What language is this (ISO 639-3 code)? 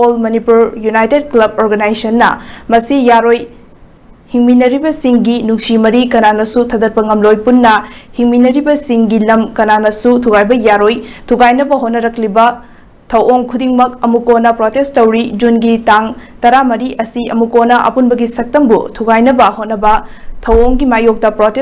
mni